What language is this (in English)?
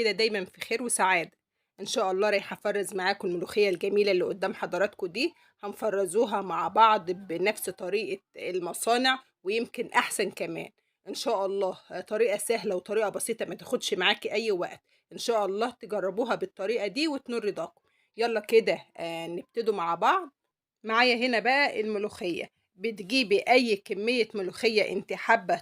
Egyptian Arabic